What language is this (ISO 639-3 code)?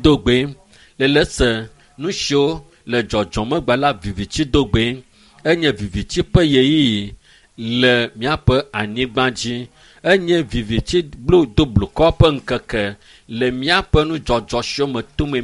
ewe